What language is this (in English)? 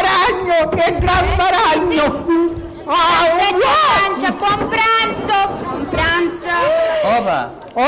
Sicilian